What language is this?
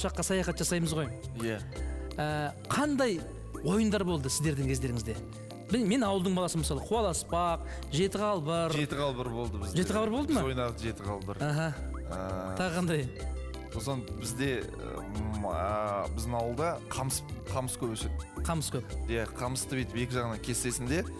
Kazakh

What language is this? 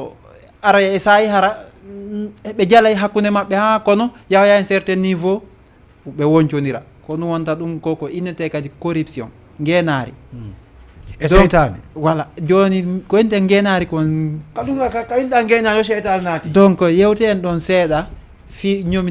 Fula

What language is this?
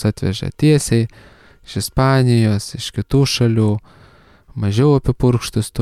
Lithuanian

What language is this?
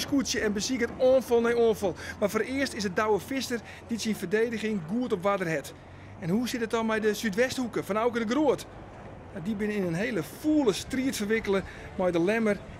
Western Frisian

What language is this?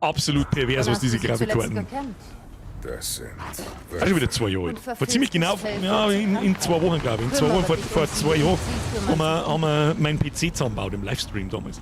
Bavarian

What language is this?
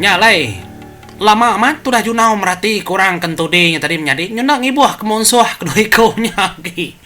Iban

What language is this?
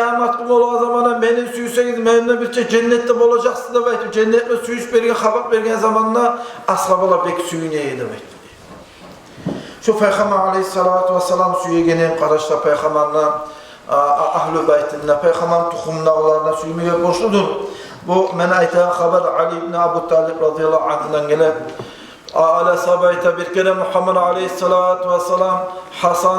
Kumyk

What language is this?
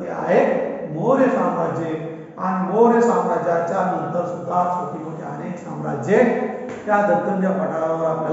Marathi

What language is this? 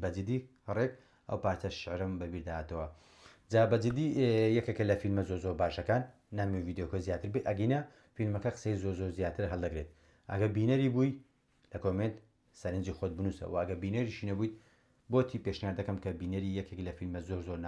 Central Kurdish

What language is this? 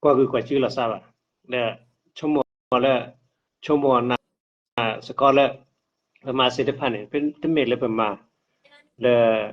S'gaw Karen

